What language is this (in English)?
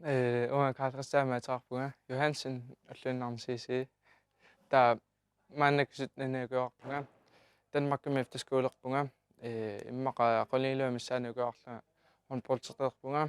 Kalaallisut